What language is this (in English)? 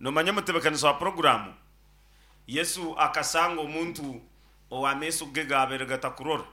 Nyankole